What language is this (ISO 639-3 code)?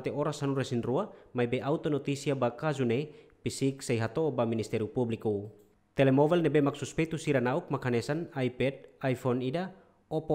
tet